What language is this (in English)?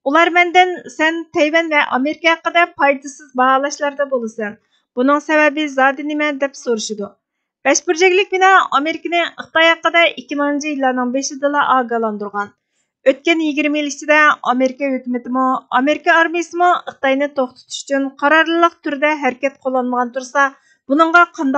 Uyghur